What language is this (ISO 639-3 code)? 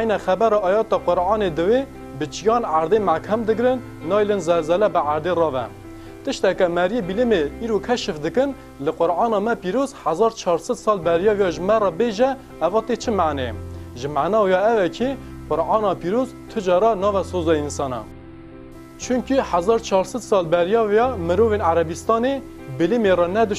kur